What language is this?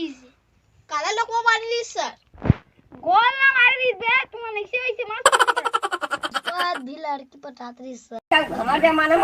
Chhattisgarhi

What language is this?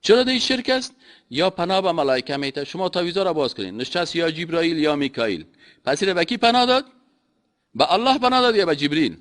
Persian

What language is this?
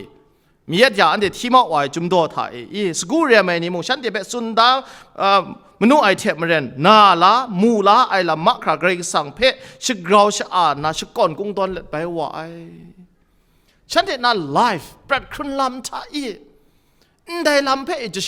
Kachin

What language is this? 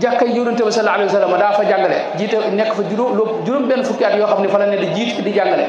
Wolof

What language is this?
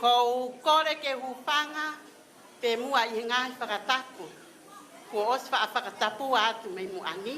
Tongan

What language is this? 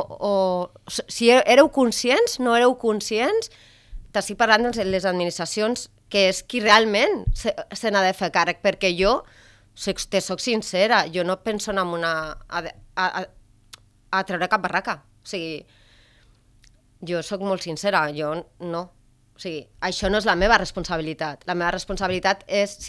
Catalan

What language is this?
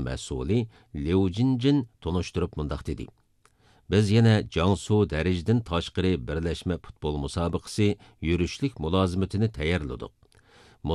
Uyghur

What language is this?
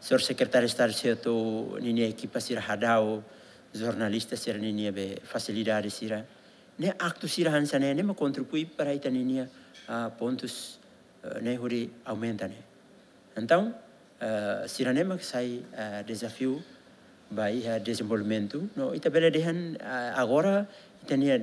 Tetum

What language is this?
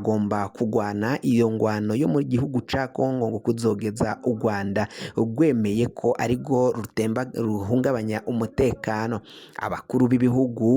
Rundi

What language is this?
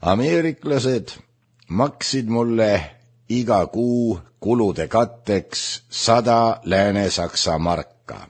Estonian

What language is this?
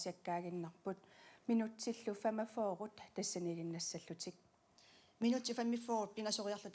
Kalaallisut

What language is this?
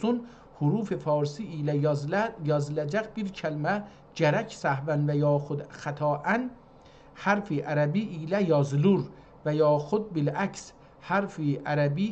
South Azerbaijani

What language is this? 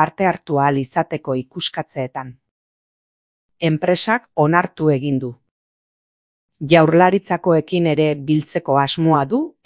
Basque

